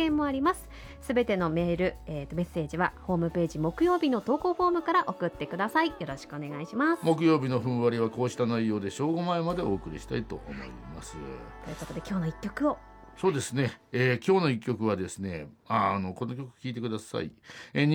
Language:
Japanese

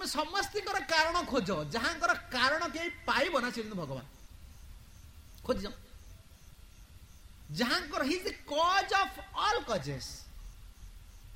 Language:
Odia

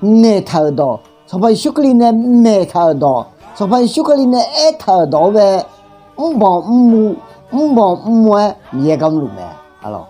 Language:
Akha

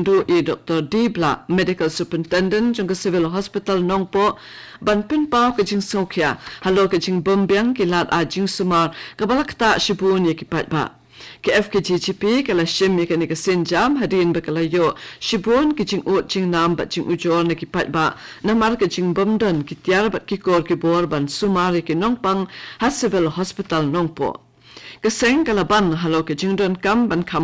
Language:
Khasi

